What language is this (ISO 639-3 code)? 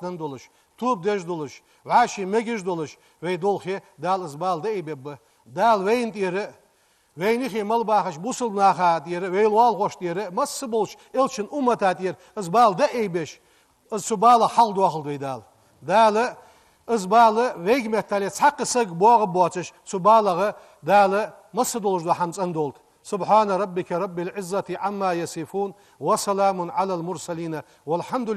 inh